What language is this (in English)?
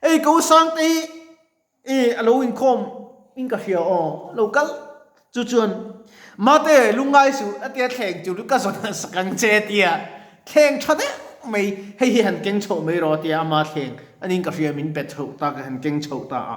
Mizo